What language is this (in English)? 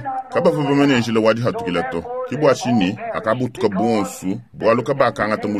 Luba-Lulua